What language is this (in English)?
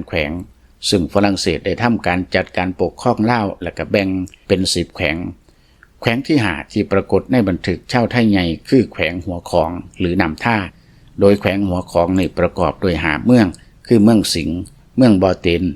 Lao